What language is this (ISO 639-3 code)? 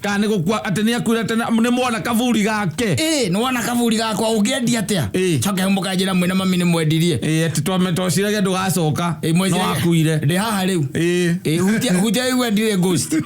kik